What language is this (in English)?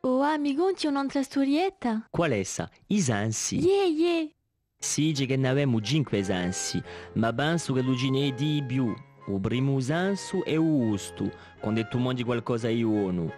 Corsican